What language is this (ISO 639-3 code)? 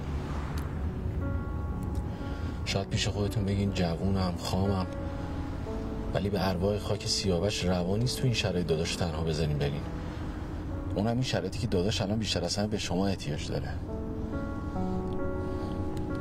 fas